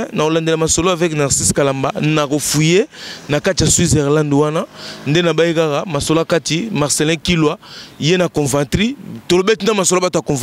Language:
Lingala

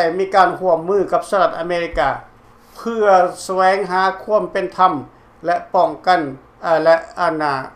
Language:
Lao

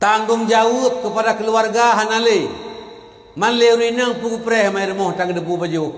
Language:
Achinese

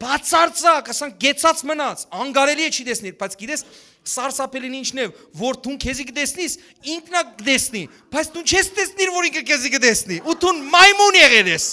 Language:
Western Armenian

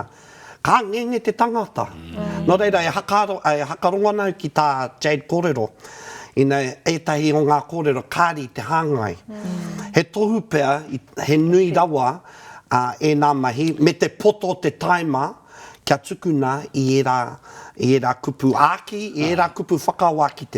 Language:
Māori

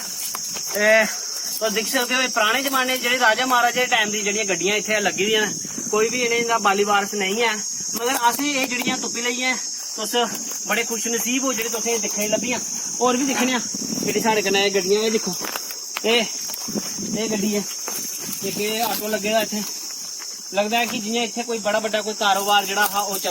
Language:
Dogri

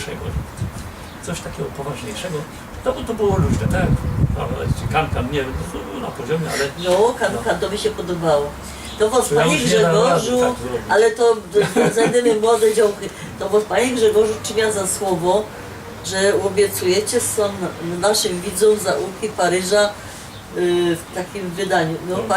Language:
Silesian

